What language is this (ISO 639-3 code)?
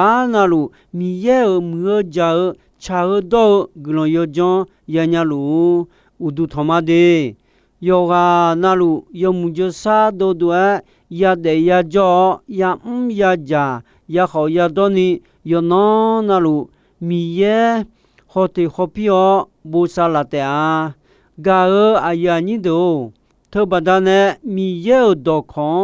ahk